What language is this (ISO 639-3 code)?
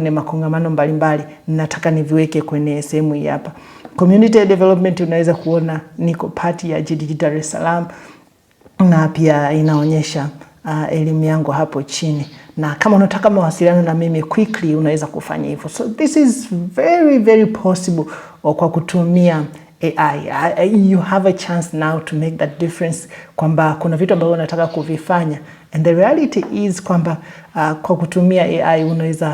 swa